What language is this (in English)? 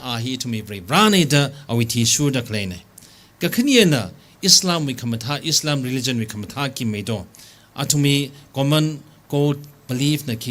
Tangkhul Naga (India)